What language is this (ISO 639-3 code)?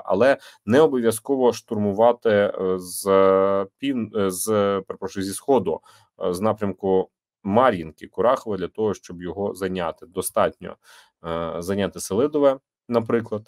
ukr